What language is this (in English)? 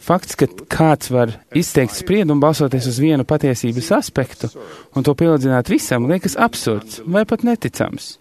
Latvian